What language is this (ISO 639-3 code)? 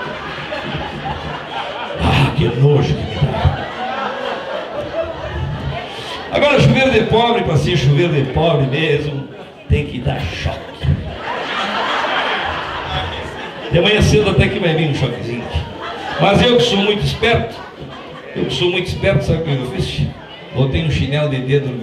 por